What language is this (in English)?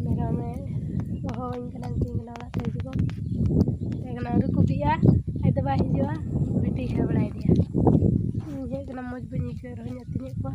Santali